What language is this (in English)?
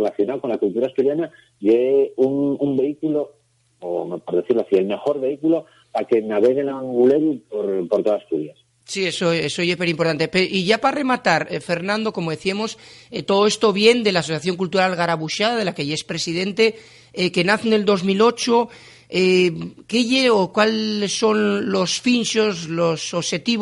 Asturian